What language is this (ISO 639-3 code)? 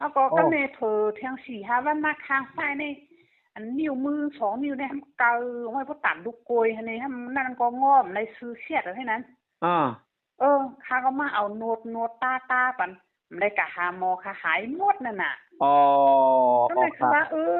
shn